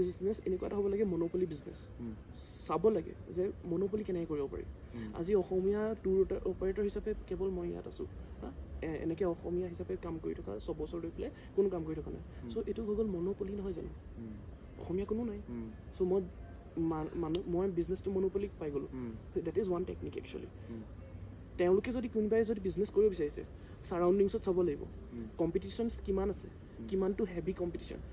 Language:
Assamese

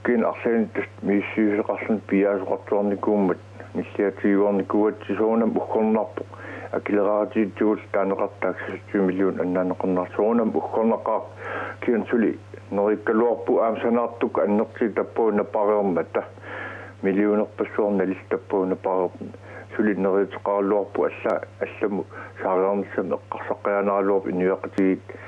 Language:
Kalaallisut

